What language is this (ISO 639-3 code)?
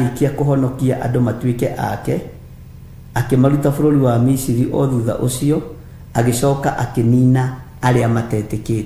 kik